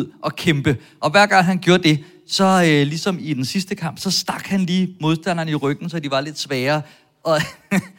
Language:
Danish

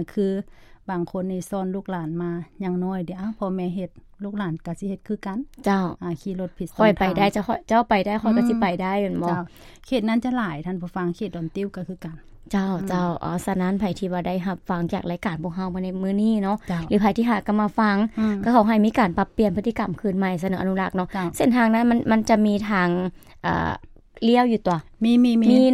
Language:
Lao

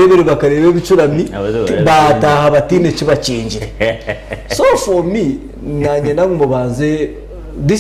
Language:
Nyankole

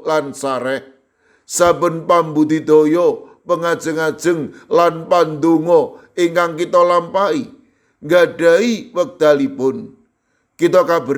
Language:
Javanese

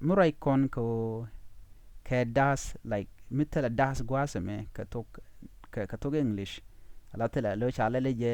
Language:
Nuer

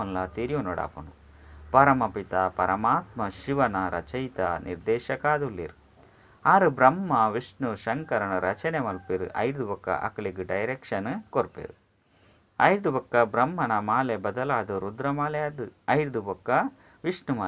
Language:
Tulu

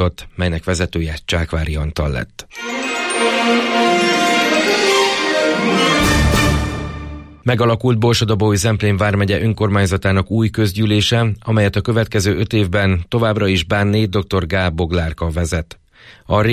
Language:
Hungarian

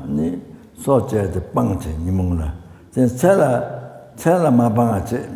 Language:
Tibetan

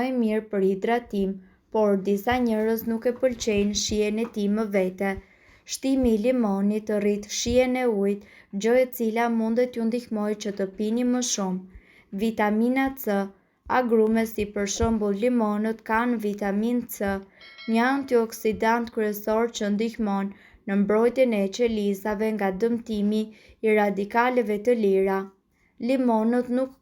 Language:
Albanian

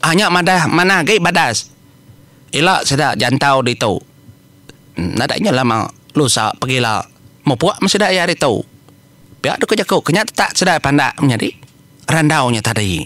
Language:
Iban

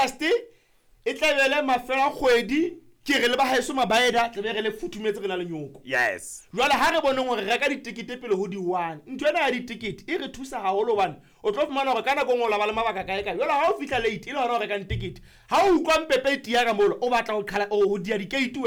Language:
Southern Sotho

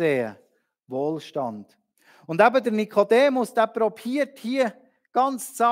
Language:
Swiss German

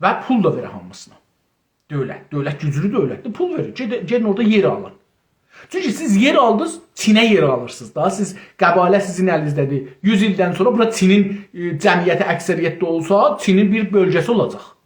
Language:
South Azerbaijani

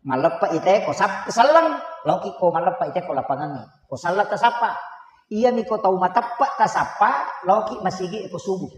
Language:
Buginese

